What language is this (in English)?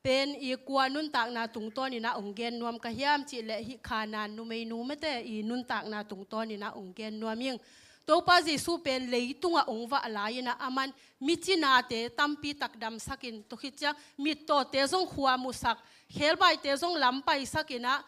Tedim Chin